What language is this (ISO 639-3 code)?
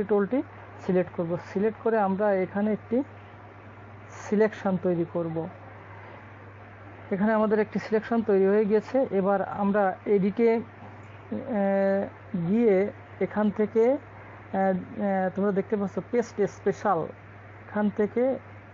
ben